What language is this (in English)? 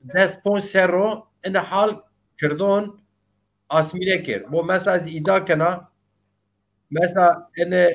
Zaza